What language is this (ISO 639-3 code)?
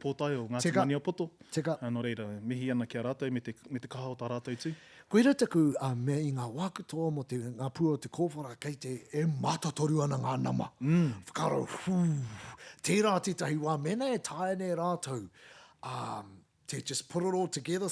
mri